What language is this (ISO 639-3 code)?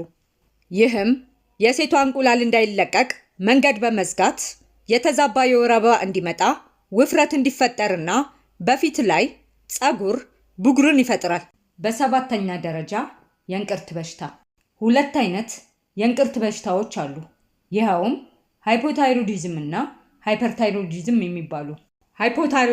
amh